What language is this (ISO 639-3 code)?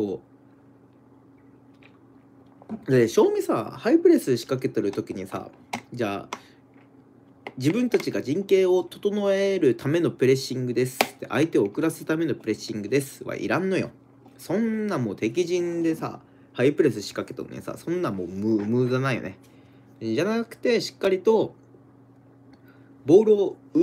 jpn